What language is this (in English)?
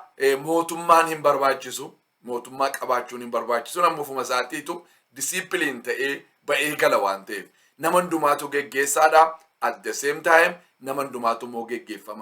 Oromo